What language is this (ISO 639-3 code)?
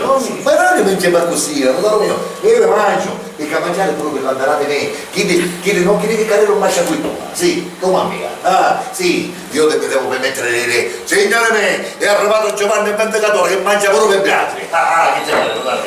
scn